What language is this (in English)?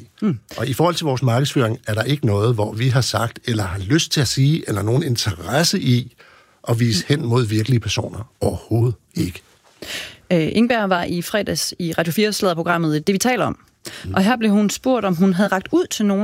Danish